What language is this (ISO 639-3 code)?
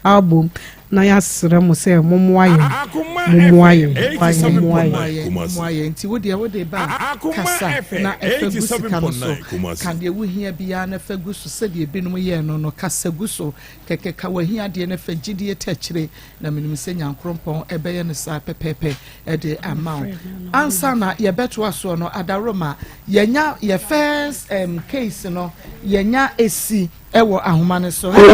aka